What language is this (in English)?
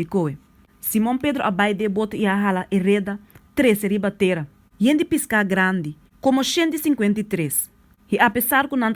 Papiamento